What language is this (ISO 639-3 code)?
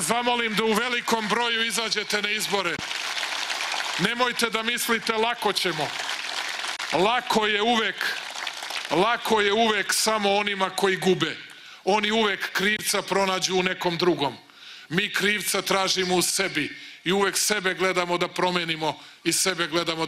srp